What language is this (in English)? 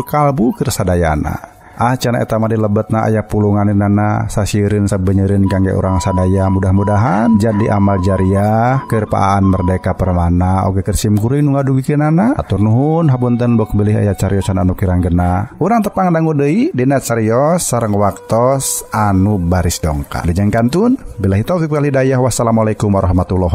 Sundanese